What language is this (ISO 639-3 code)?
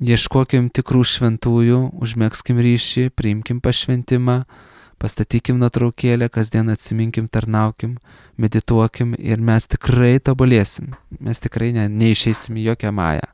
lit